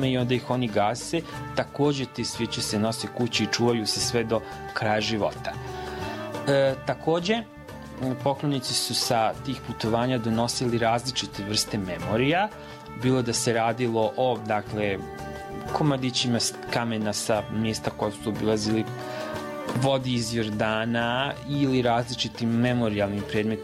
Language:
Serbian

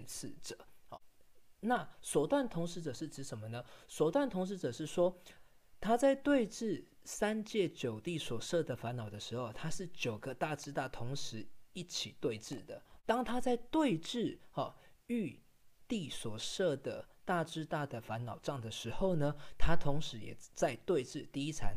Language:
Chinese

